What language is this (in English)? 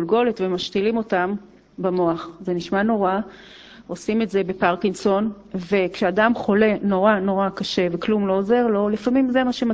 Hebrew